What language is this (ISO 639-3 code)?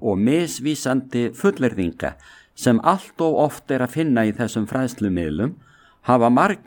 isl